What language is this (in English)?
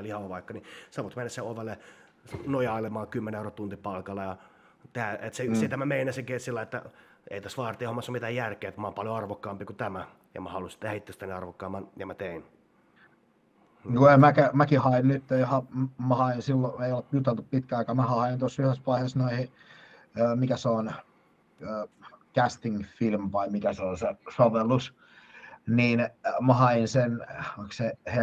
Finnish